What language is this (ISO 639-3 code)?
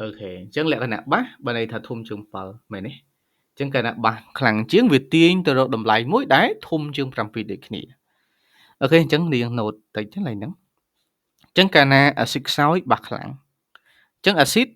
khm